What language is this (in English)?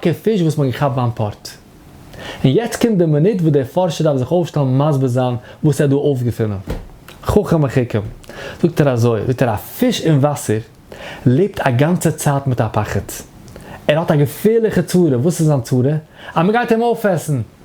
Yiddish